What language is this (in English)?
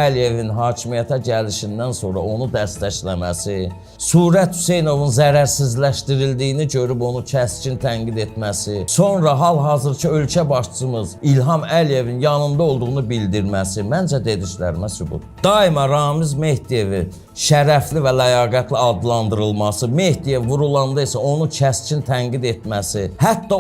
Azerbaijani